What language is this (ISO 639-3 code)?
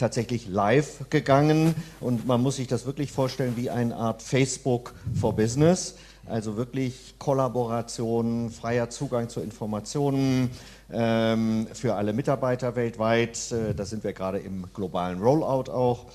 deu